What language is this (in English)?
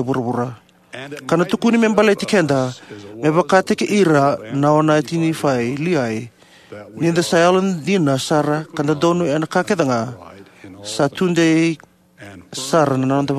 Fijian